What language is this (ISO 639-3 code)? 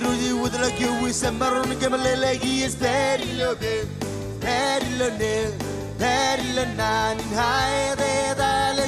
mah